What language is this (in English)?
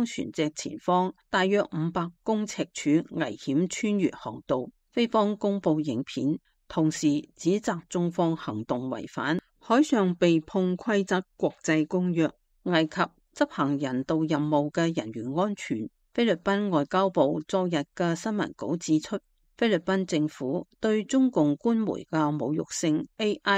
Cantonese